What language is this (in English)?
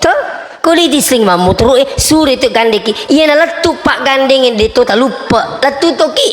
Buginese